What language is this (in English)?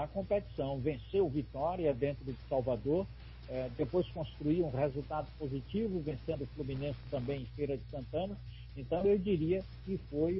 Portuguese